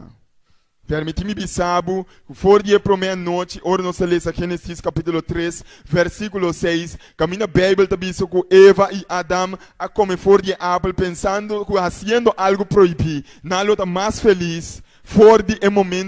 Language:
Papiamento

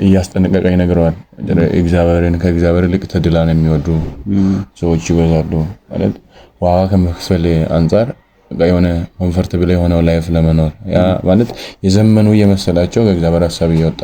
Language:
Amharic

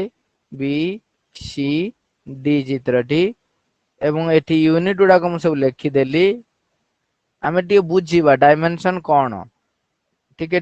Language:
Odia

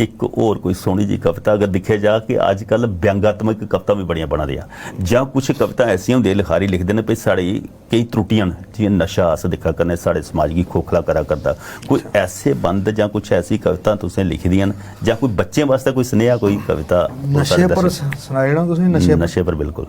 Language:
Dogri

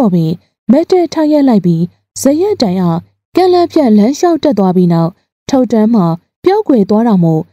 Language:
Burmese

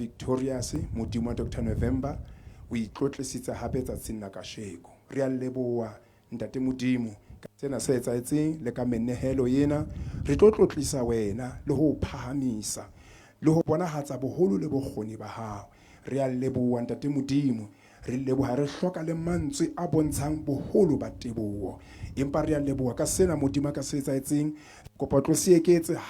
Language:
Southern Sotho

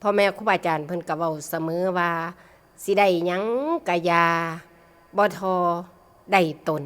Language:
Northeastern Thai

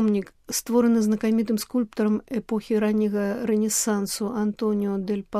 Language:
Belarusian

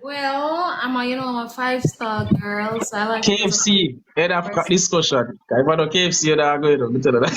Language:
Jamaican Creole English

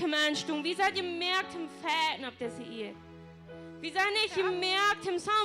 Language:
Plautdietsch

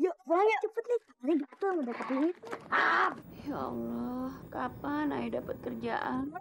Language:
Betawi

